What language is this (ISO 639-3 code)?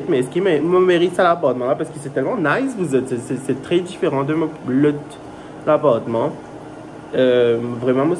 mfe